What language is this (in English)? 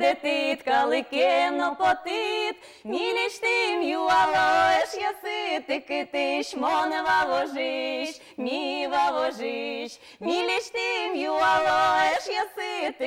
Udmurt